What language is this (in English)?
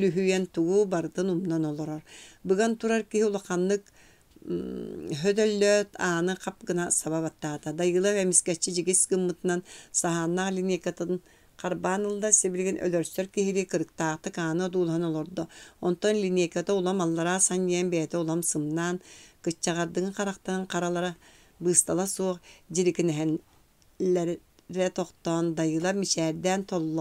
Yakut